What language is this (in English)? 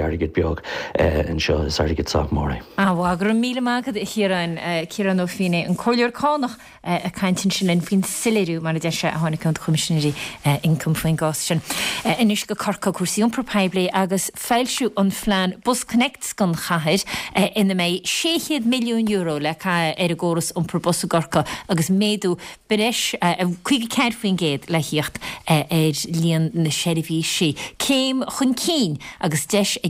Irish